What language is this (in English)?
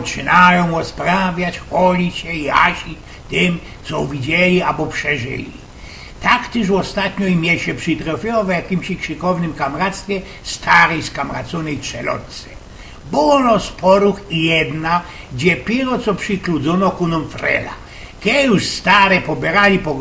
Silesian